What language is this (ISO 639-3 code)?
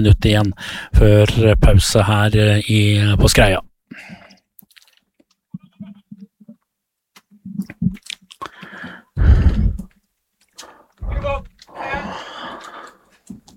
nor